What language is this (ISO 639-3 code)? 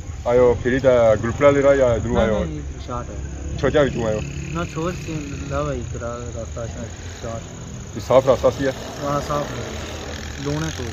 phr